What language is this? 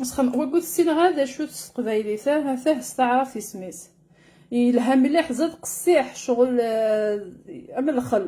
Kabyle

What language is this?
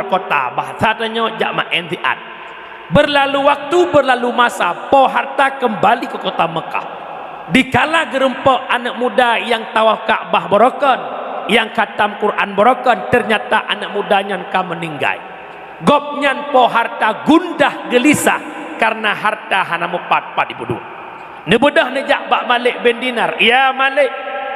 Achinese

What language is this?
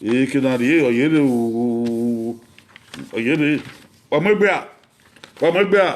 Bini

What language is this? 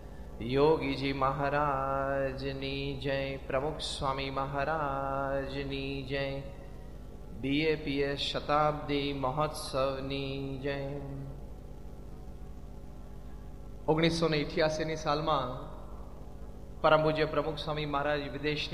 Gujarati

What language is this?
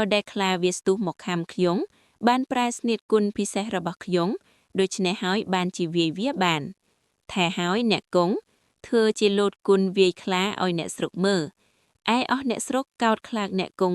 Khmer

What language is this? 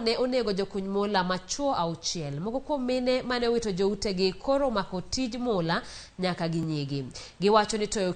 Luo (Kenya and Tanzania)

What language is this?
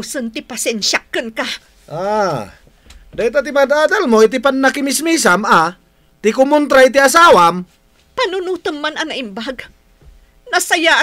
Iloko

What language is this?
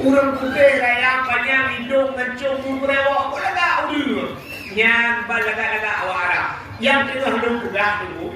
Achinese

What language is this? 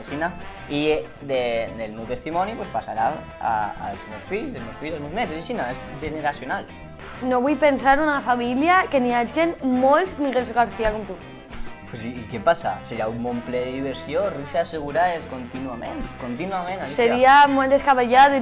Catalan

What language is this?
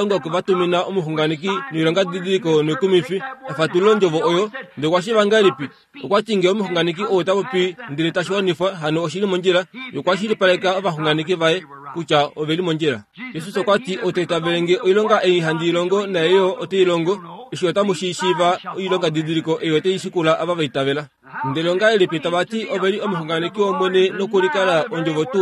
Kuanyama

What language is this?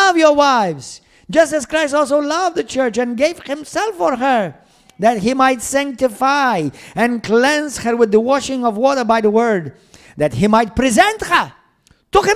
English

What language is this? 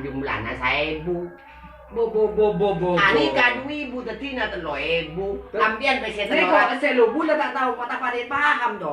Madurese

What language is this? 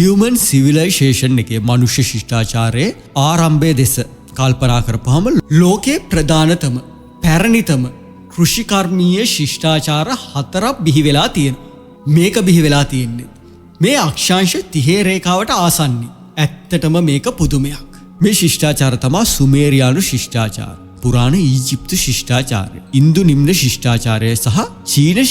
Sinhala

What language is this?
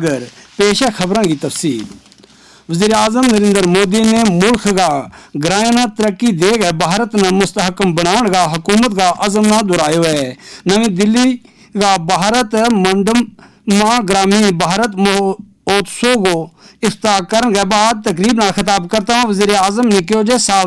Gujari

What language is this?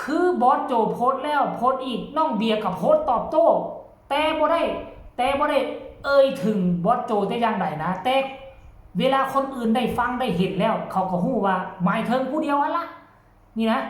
Northeastern Thai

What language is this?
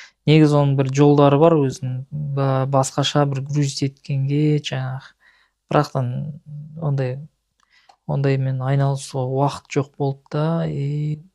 Kazakh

